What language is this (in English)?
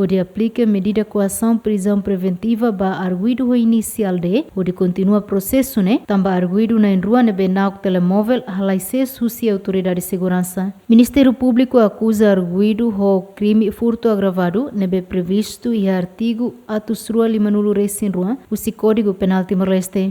Tetum